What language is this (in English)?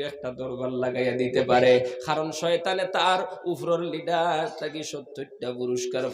Sylheti